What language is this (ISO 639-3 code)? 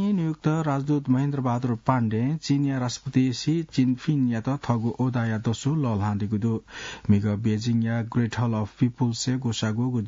new